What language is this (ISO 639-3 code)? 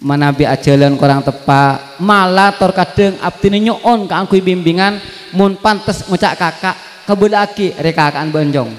mad